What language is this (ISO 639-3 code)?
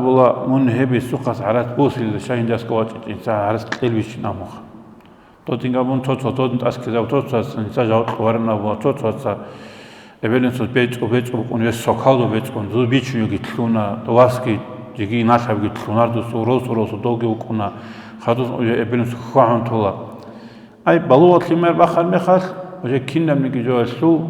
ava